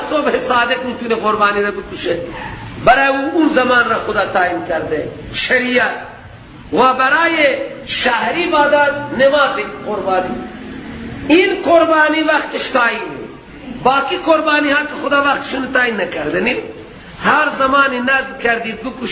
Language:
Persian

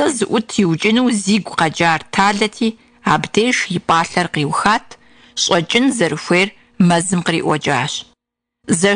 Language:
Kabardian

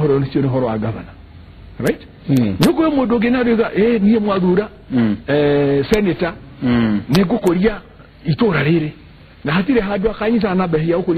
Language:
Kikuyu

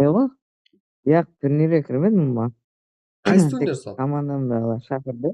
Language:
Kara-Kalpak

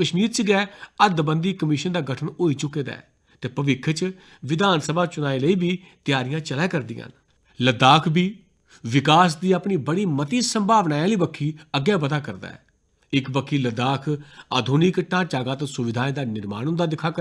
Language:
Dogri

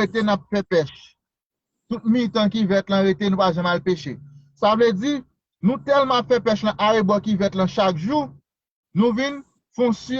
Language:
Haitian Creole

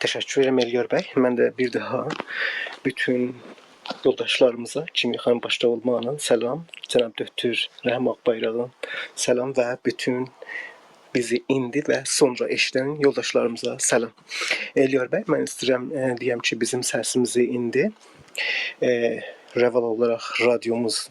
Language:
South Azerbaijani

